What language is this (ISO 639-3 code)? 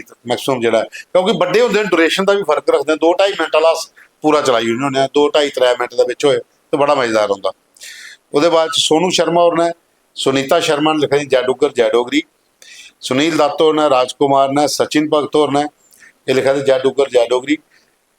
doi